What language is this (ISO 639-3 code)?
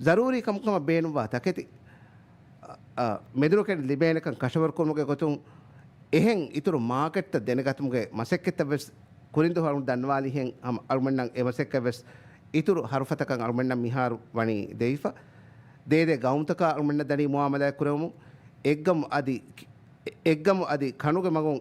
div